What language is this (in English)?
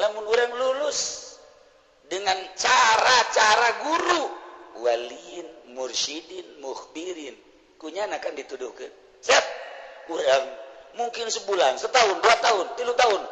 Sundanese